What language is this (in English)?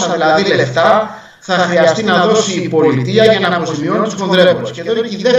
Greek